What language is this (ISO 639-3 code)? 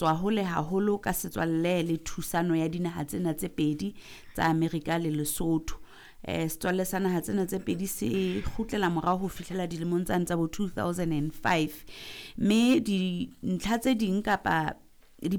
sot